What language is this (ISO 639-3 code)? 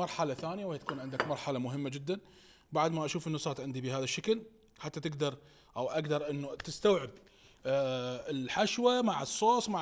acm